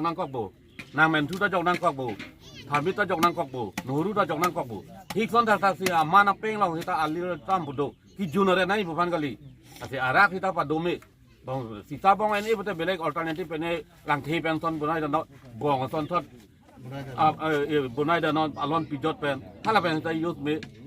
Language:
Karbi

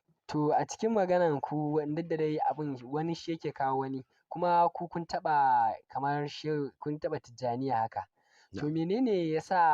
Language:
Hausa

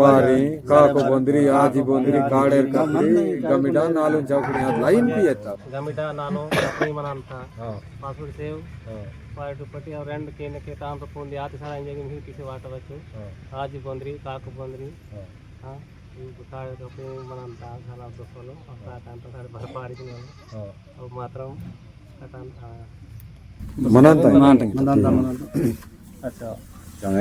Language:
Aheri Gondi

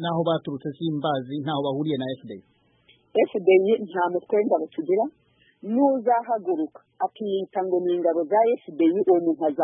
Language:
Kinyarwanda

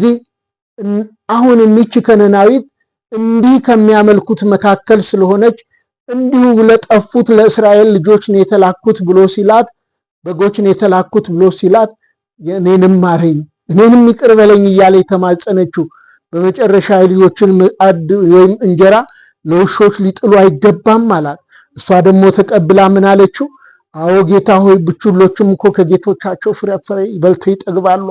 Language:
Amharic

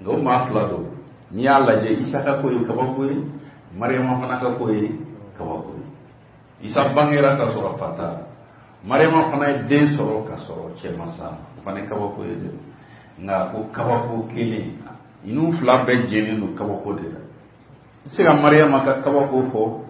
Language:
Bambara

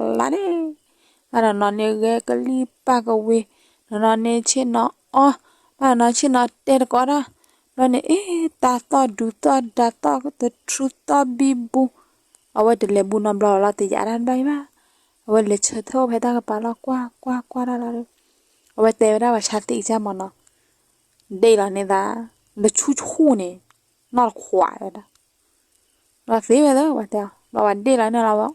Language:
S'gaw Karen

